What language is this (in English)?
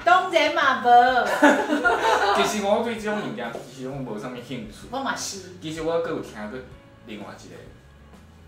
Min Nan Chinese